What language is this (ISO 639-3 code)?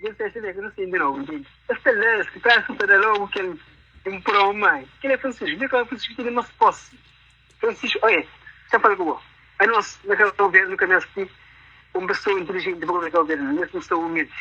kea